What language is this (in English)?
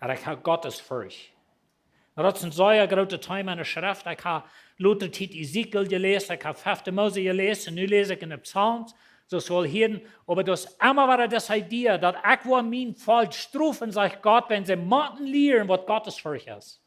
Plautdietsch